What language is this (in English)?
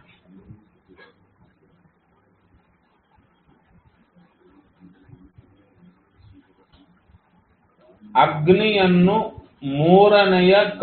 Kannada